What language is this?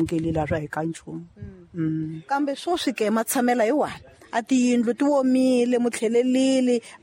Tsonga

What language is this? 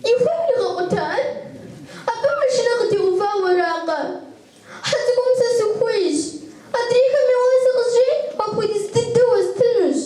Kabardian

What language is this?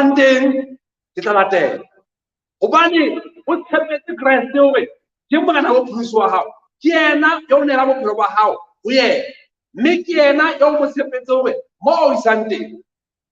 Southern Sotho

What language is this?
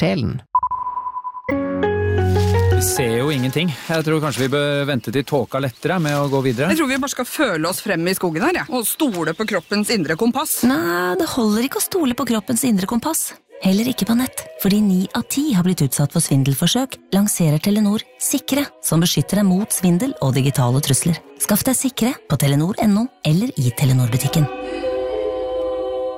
Norwegian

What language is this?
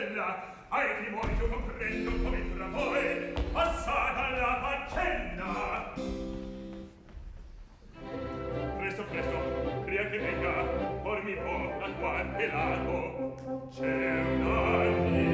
Italian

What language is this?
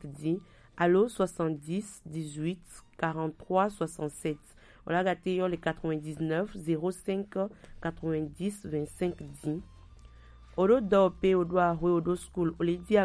Gen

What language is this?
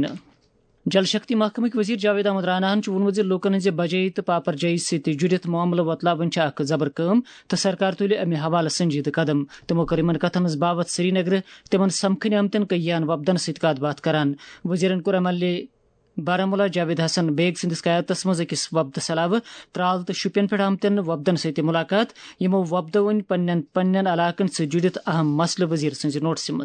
Kashmiri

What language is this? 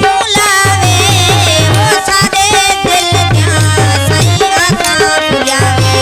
Saraiki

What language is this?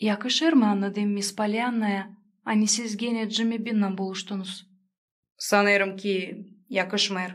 Gagauz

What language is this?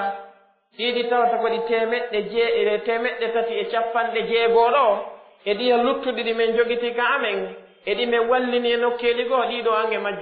Pular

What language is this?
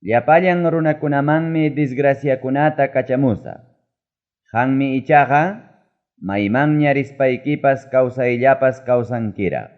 Ayacucho Quechua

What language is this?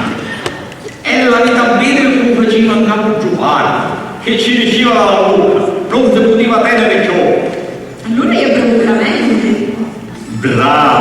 Sicilian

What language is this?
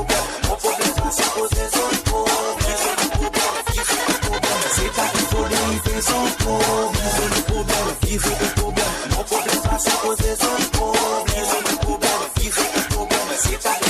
Morisyen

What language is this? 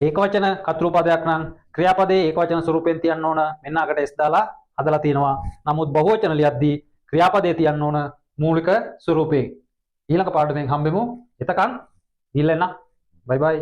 Sinhala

